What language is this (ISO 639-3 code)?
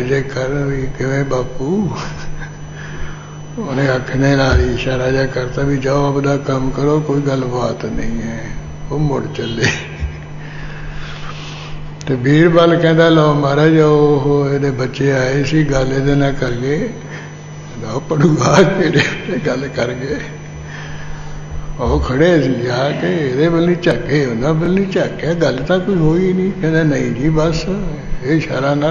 pan